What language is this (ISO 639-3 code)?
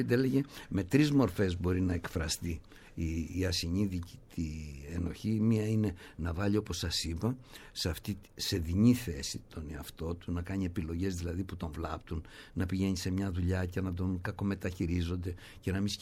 ell